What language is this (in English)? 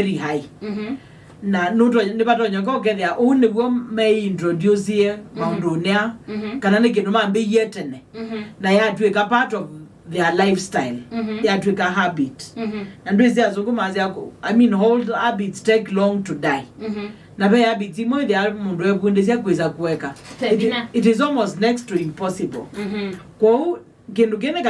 Kamba